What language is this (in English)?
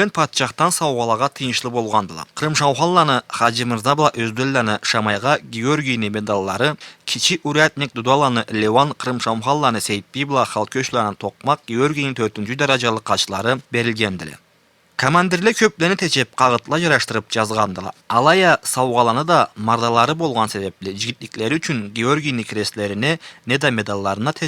Karachay-Balkar